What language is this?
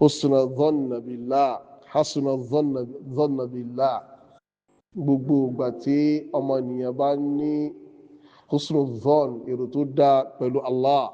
Yoruba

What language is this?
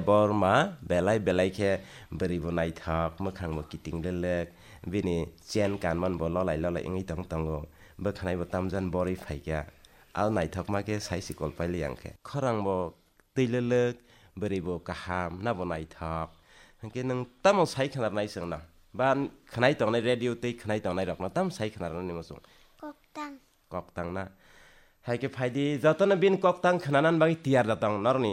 Kok Borok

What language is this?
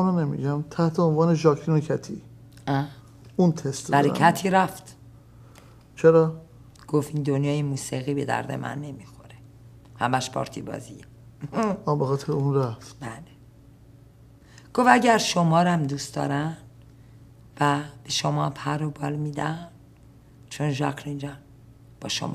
Persian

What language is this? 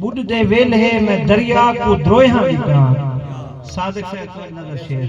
Saraiki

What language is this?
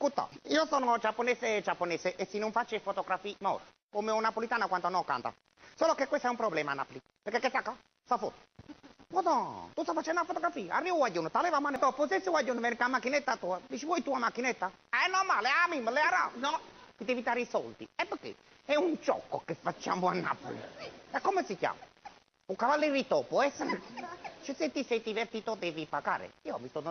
Neapolitan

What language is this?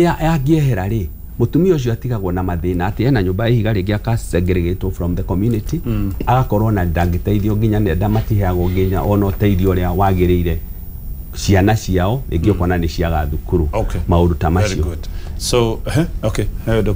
Kikuyu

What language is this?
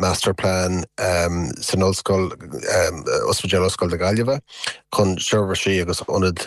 Irish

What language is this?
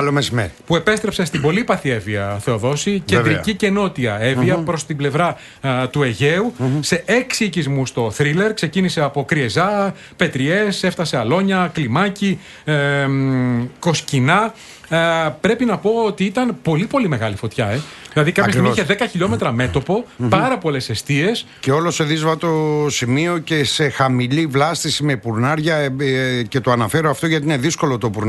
Greek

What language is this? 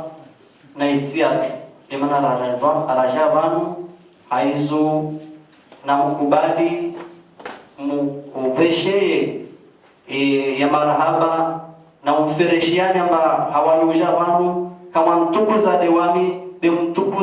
Ngazidja Comorian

